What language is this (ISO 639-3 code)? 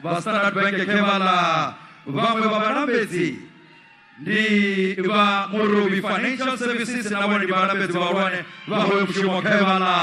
ven